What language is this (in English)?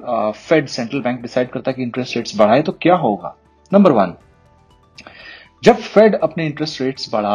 Hindi